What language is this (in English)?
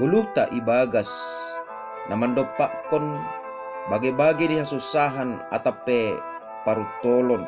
Batak Simalungun